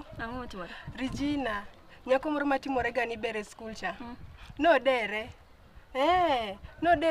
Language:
Luo (Kenya and Tanzania)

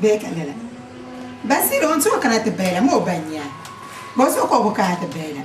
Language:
Dagbani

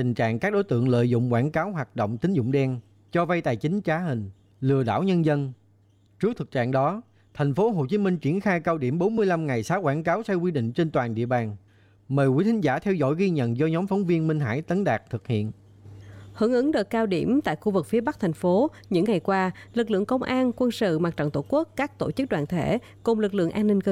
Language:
Vietnamese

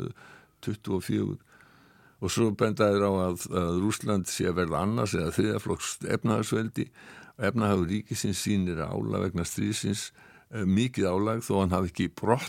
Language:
Icelandic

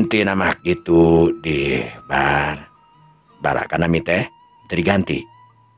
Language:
Sundanese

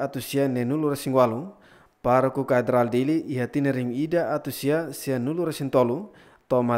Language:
Tetum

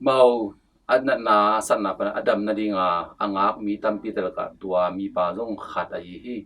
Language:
Tedim Chin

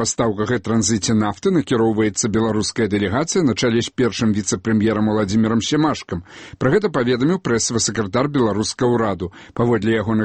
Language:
Belarusian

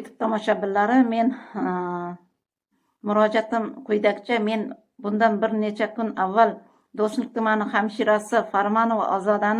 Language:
Uzbek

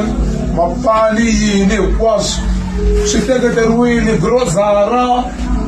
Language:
Tsonga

